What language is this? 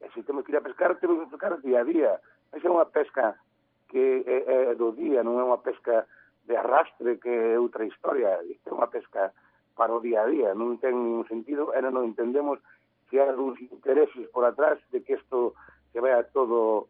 Galician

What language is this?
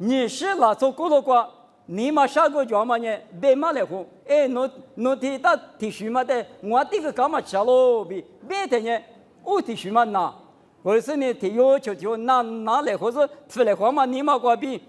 Lisu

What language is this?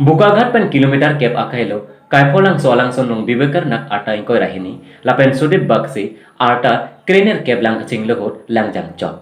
Karbi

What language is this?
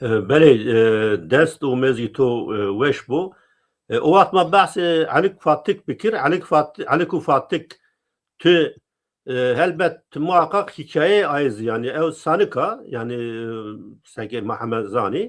Zaza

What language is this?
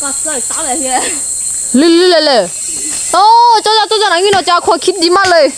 Lahu Shi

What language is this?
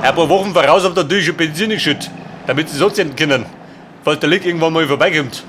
Bavarian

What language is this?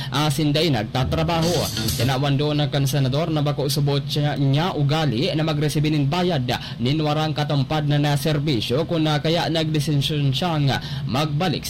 Bikol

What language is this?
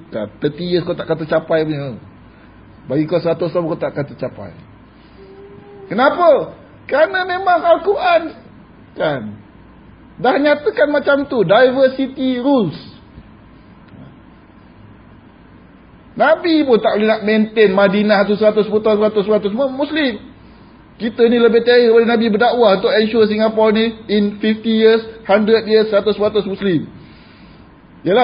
Malay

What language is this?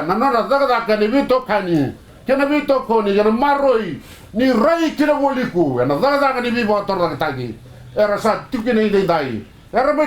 Fijian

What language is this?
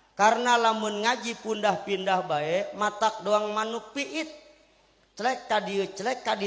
Sundanese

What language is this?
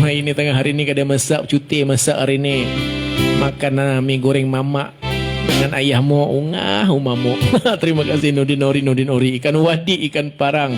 Banjar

